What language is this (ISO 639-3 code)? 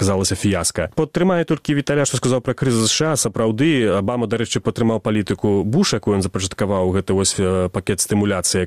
bel